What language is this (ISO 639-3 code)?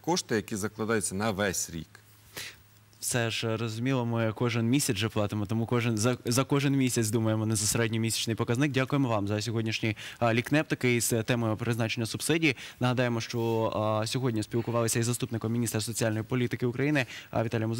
ukr